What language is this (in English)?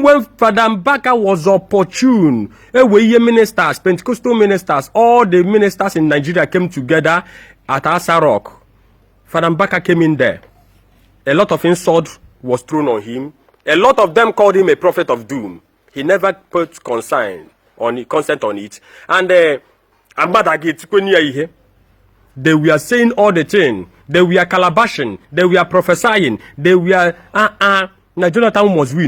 Igbo